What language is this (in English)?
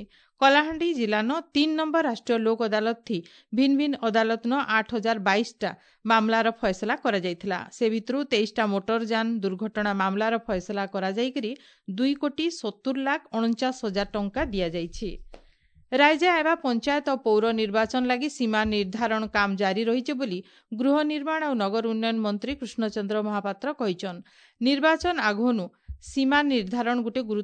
Odia